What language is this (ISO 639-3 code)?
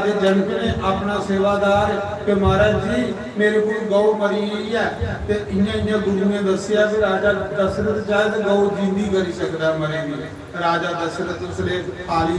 doi